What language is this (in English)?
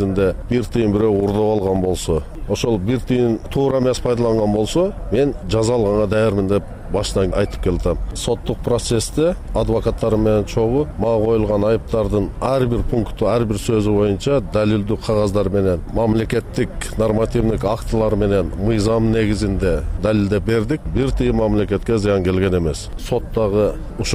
Kyrgyz